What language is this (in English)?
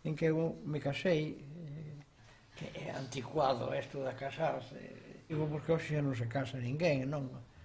Galician